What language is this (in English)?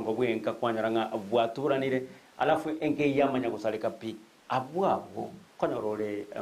Gusii